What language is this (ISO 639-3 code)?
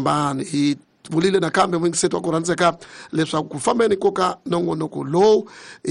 tso